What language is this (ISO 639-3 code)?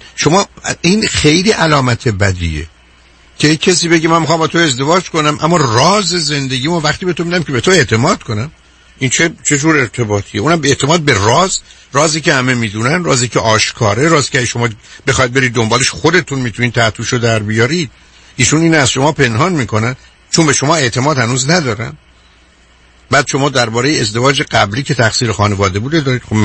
fas